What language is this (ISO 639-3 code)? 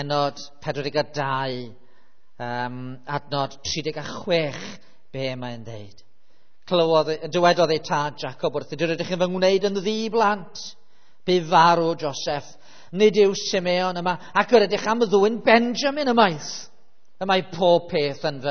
cym